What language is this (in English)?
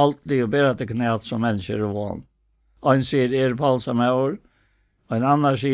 Faroese